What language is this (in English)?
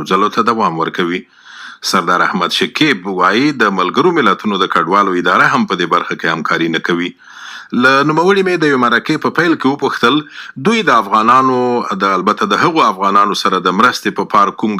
Pashto